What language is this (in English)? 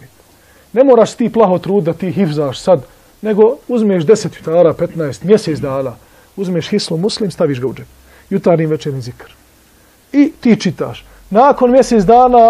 Bosnian